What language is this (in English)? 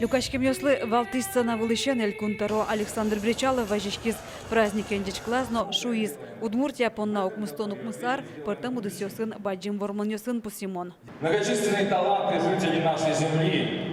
Udmurt